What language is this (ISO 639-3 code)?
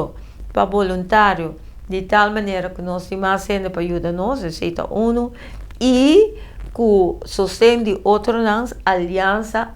pap